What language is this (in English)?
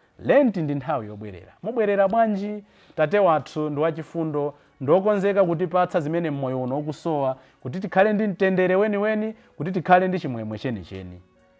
Nyanja